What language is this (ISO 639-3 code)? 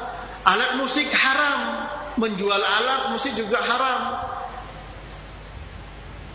ind